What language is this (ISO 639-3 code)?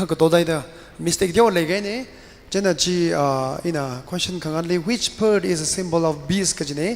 nmf